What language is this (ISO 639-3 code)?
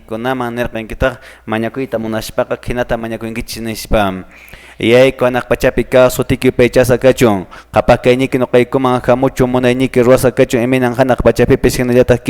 que